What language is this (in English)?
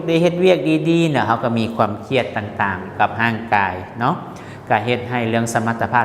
Lao